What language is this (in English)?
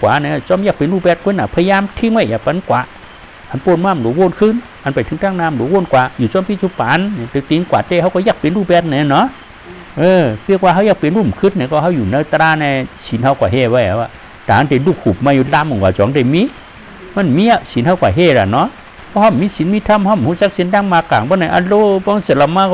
Shan